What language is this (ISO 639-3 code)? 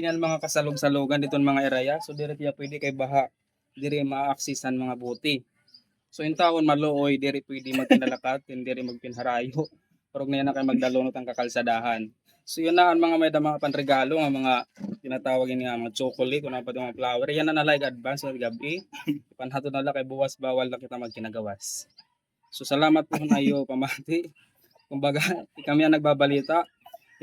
war